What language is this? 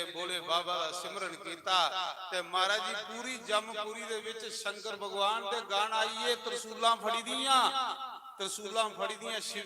Dogri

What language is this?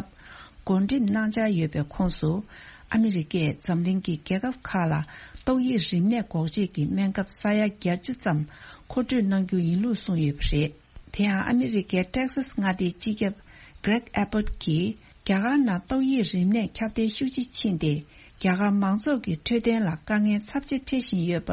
Tibetan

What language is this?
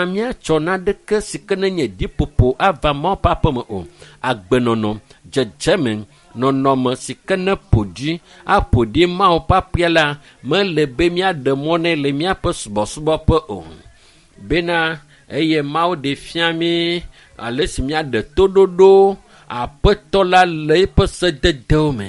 Ewe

